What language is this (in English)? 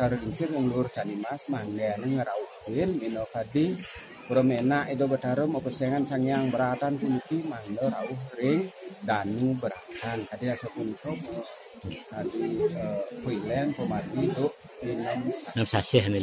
Balinese